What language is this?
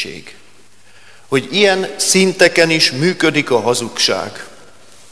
Hungarian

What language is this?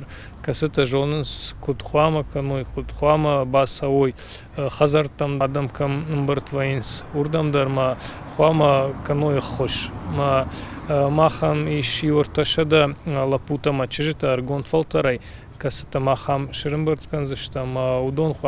Ossetic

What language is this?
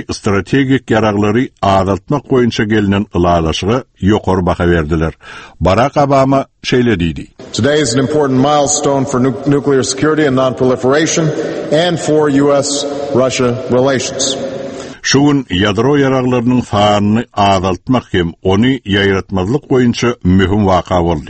Turkmen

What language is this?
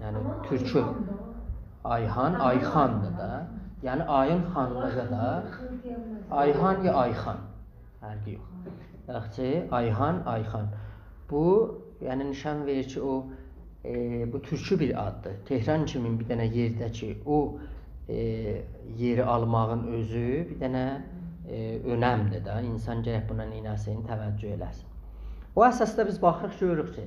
South Azerbaijani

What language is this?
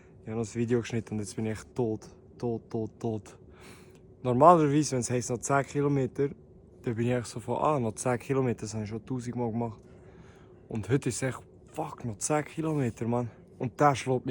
Swiss German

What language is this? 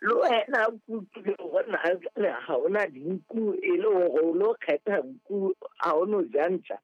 Southern Sotho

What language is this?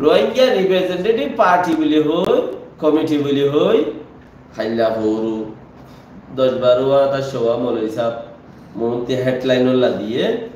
Rohingya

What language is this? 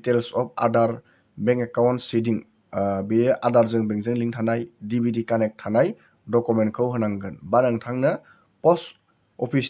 Bodo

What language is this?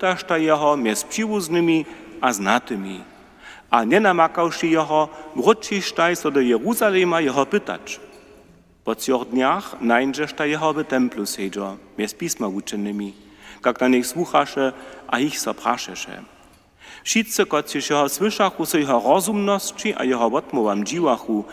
Upper Sorbian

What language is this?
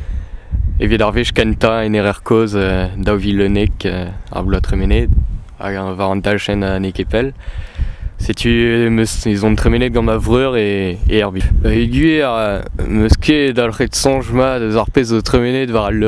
Breton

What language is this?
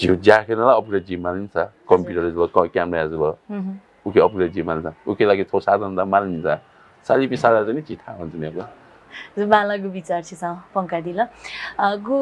Newari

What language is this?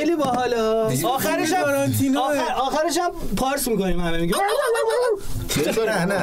Persian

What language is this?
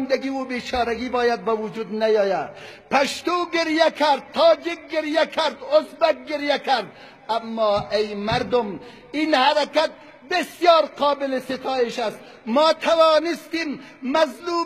Persian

